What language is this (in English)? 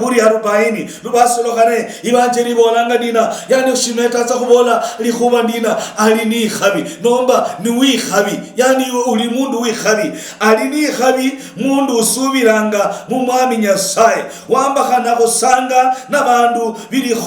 Luyia